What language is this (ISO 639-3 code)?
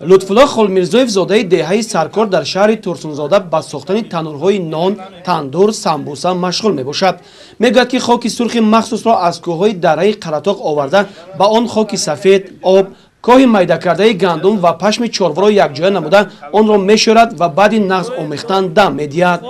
tgk